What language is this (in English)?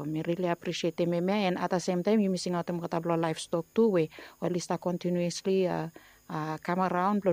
Bislama